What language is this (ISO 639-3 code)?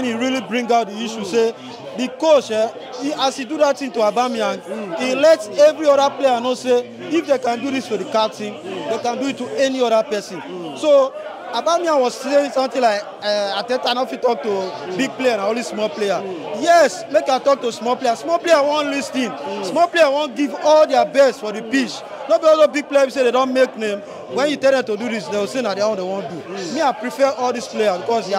pcm